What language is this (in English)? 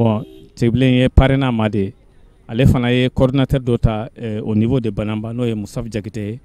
Bambara